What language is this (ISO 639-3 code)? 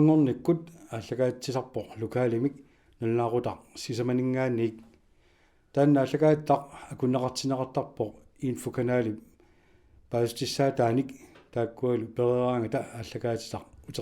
kal